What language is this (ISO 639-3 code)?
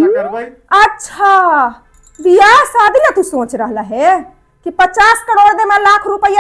mag